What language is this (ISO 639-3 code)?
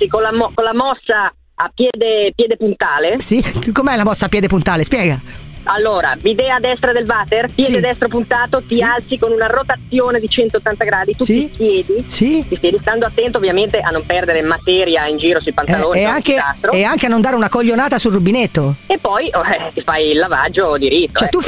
ita